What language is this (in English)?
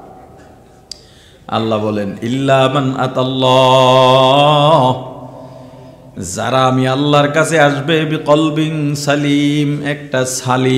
Bangla